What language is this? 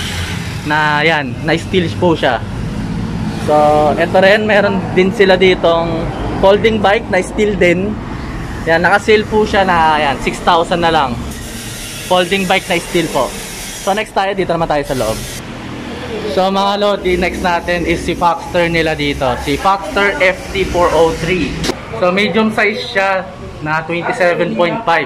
Filipino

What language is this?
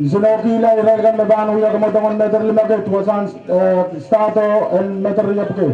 Pohnpeian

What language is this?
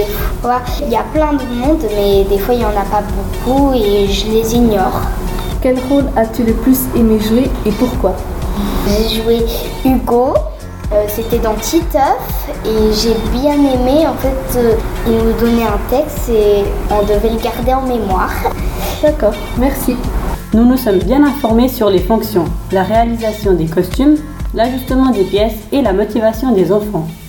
French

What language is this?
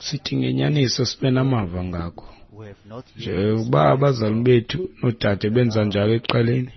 Xhosa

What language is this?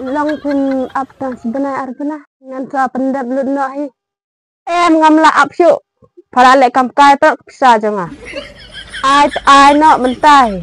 Khasi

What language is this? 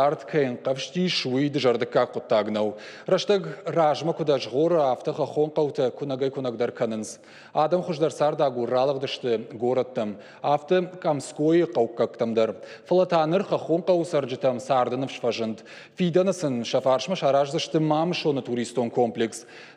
Ossetic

